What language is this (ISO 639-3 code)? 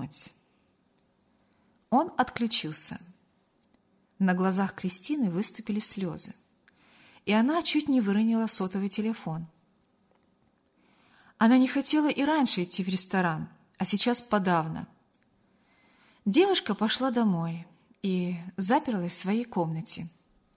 rus